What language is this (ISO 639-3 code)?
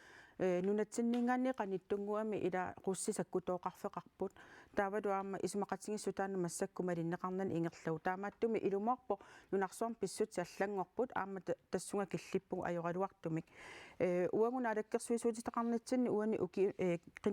kal